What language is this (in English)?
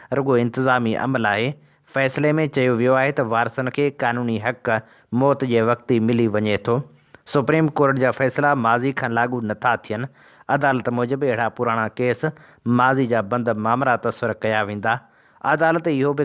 Sindhi